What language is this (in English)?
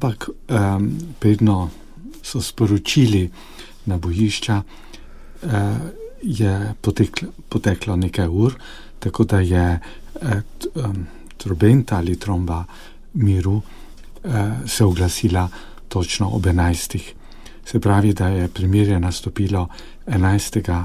Slovenian